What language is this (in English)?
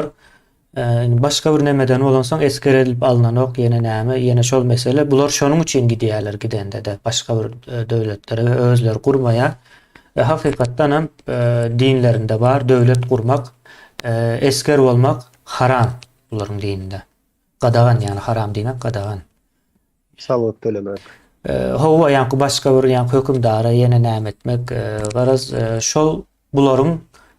Turkmen